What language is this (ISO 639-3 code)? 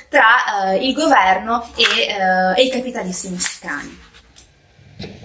ita